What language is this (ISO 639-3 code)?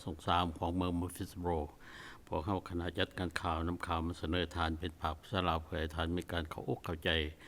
lao